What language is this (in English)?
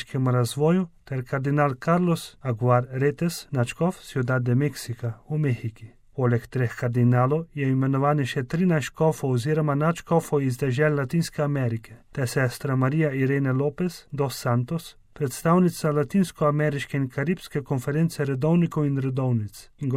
Slovenian